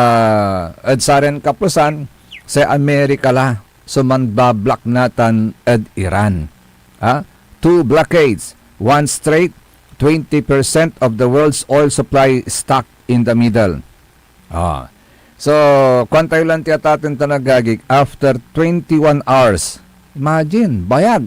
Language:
Pangasinan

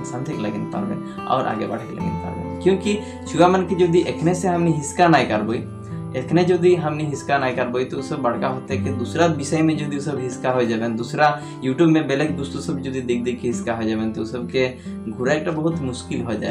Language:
Sadri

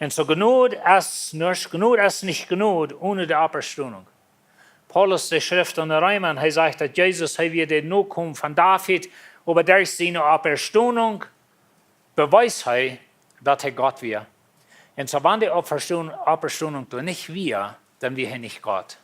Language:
Plautdietsch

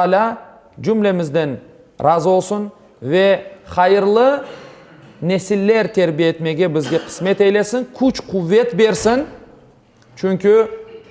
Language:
Crimean Tatar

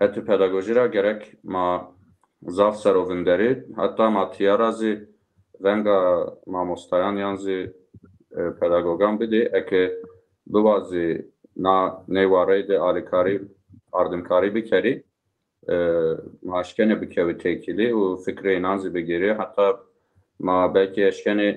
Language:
Zaza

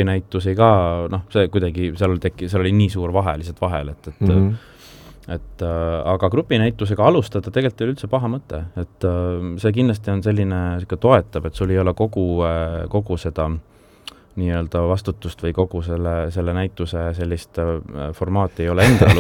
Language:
Estonian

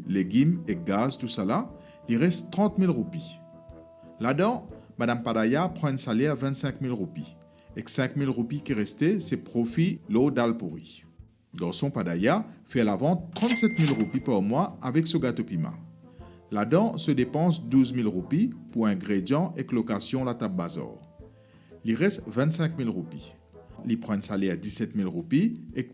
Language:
Morisyen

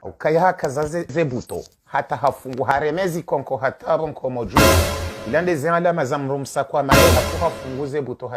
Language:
Ngazidja Comorian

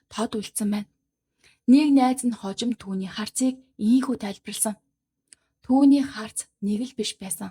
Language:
Mongolian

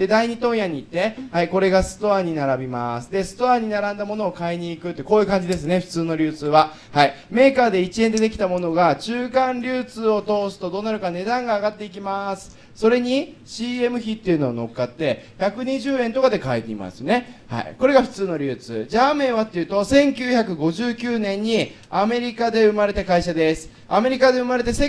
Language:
Japanese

